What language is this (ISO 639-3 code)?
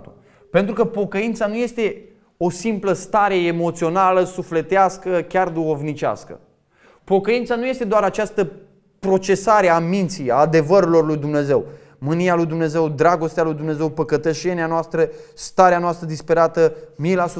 ron